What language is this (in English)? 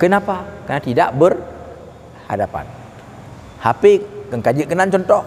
Achinese